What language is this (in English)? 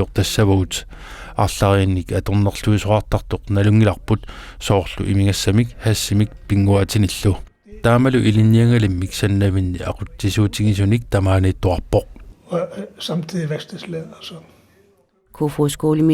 Kalaallisut